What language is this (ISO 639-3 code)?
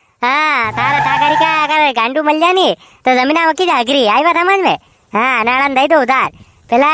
raj